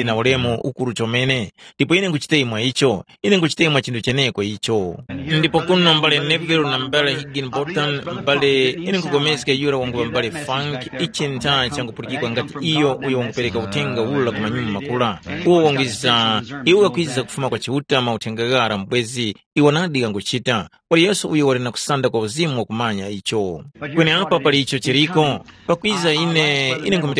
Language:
Tumbuka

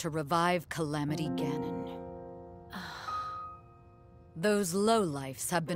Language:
English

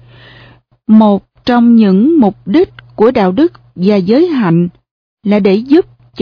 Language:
Vietnamese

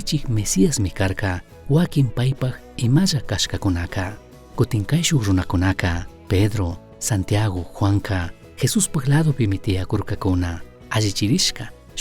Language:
Chimborazo Highland Quichua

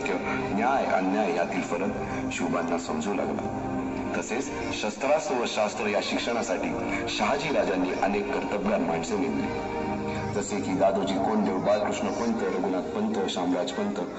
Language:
Marathi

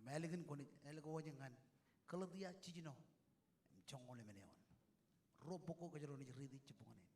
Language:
Marshallese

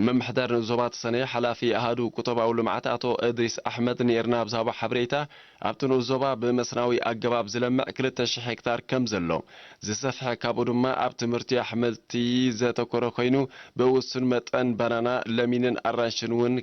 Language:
Tigrinya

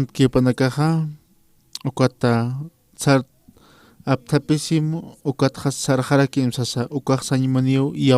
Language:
Aymara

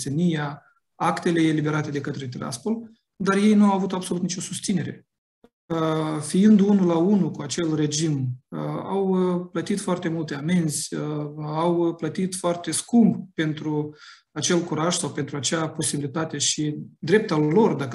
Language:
Romanian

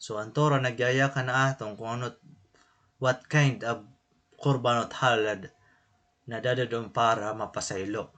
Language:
Waray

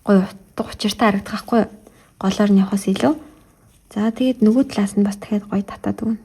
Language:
Mongolian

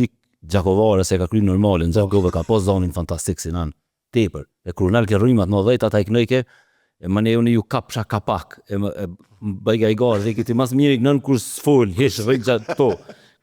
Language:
Albanian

